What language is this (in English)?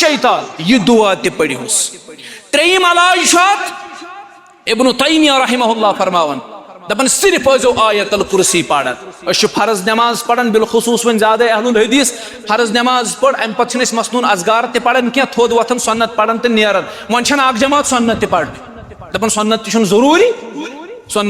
Kashmiri